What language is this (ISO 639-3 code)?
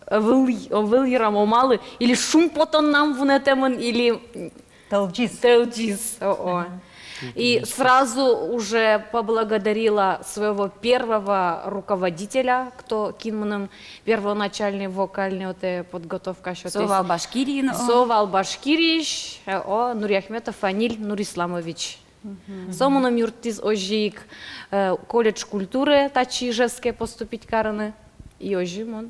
udm